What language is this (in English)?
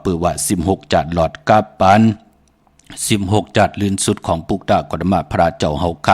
Shan